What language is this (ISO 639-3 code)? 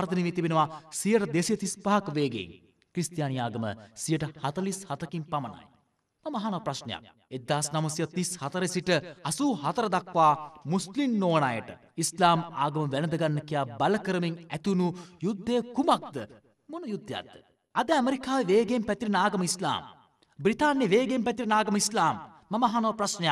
sin